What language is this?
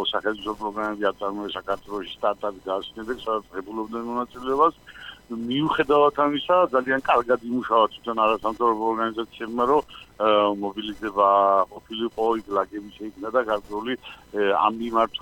Georgian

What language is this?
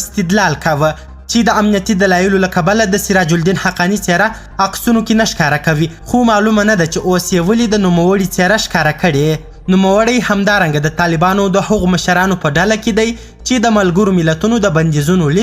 Pashto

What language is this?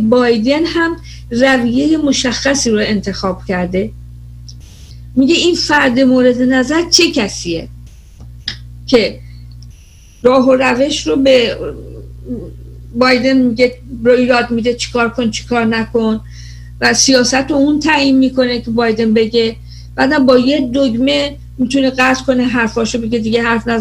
Persian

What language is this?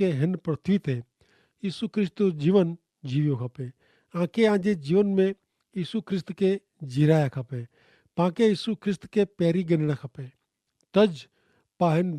Kachhi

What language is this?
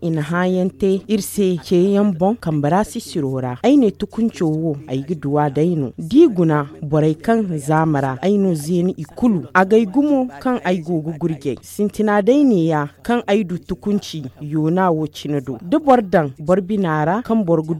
Zarma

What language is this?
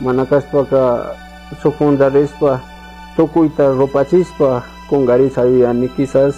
Chimborazo Highland Quichua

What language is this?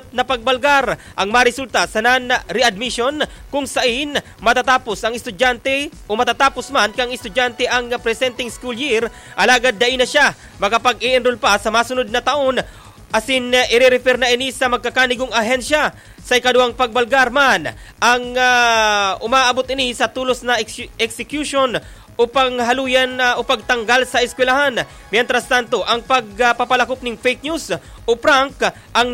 Bikol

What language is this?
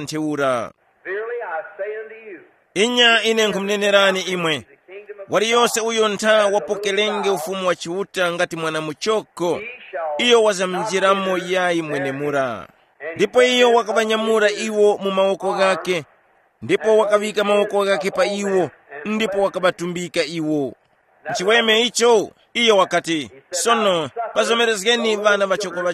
Tumbuka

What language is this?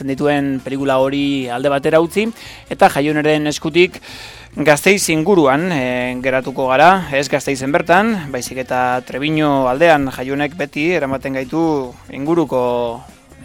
Basque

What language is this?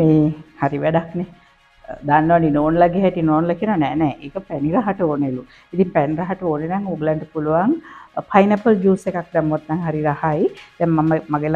Sinhala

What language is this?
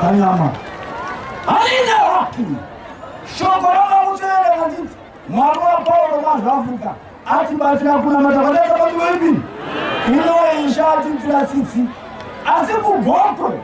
Shona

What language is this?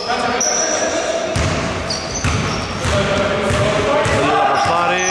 Greek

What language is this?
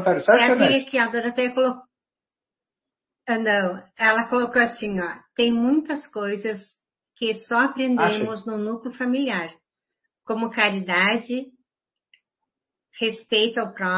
Portuguese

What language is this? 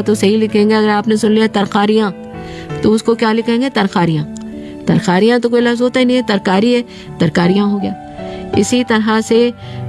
Hindi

